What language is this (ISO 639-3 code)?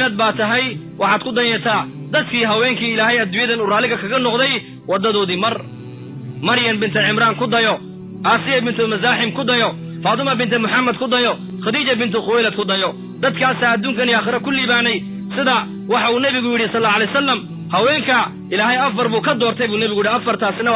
som